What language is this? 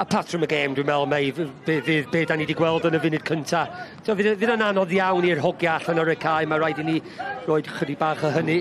Welsh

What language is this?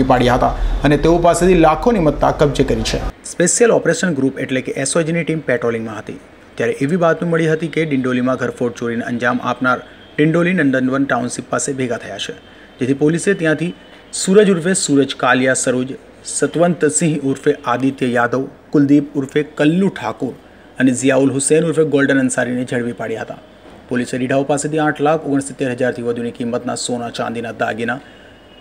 Gujarati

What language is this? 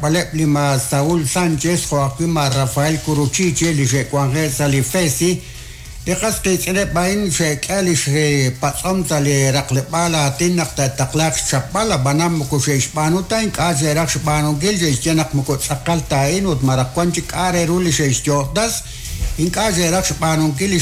Kekchí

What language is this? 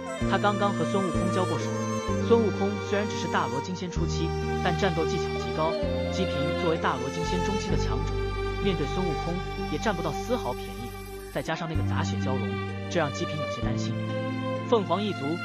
Chinese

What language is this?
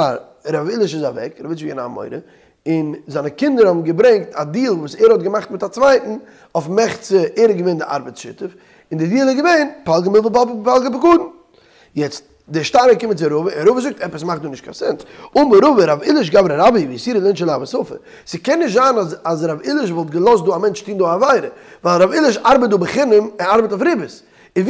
Yiddish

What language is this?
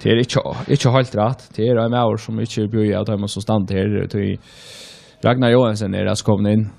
Faroese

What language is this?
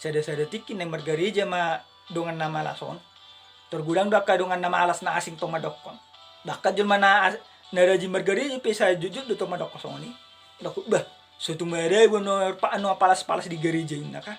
Batak Toba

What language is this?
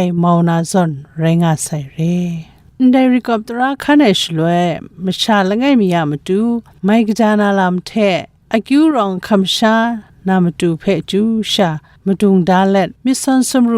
Kachin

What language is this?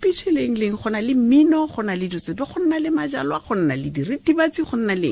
Tswana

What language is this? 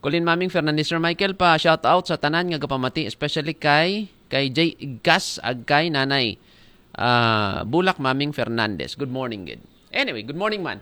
Aklanon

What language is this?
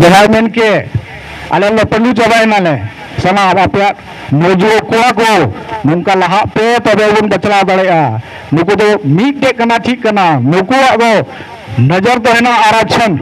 Santali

